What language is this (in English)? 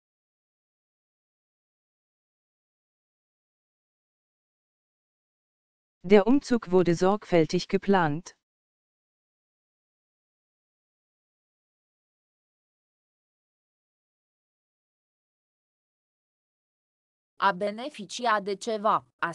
Romanian